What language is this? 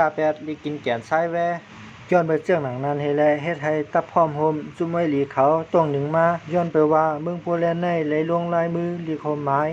Shan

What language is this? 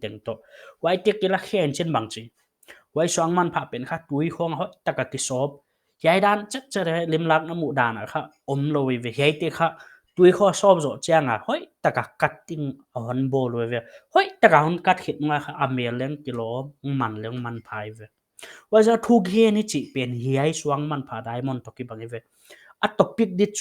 Paite Chin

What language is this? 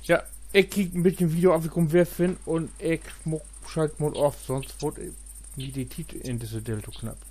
Low German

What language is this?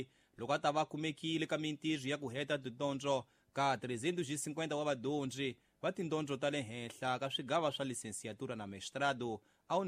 Tsonga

